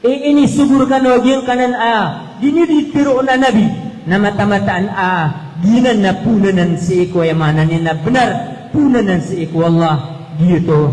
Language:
Maranao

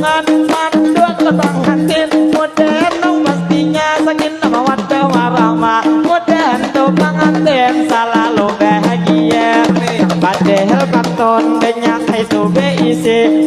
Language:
Banjar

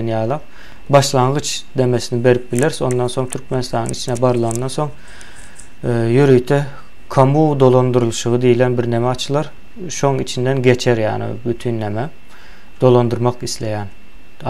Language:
Turkmen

